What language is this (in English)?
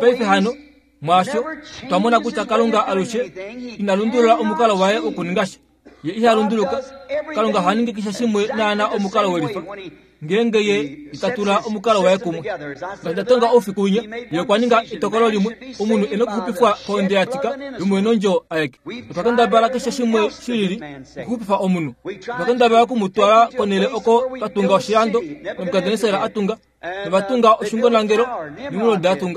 Kuanyama